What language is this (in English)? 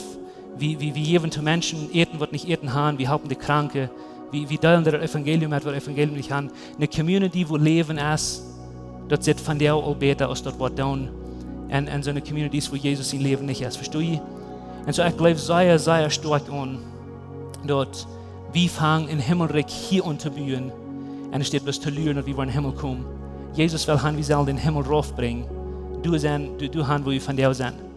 Plautdietsch